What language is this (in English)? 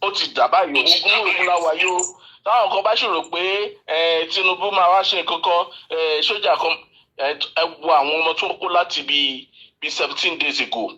Yoruba